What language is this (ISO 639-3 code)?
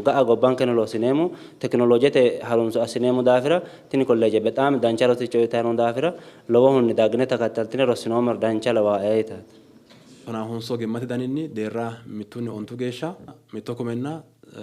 sid